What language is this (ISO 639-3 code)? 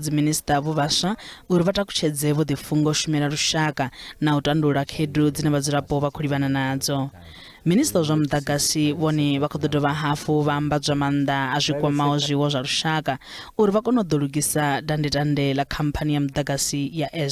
ven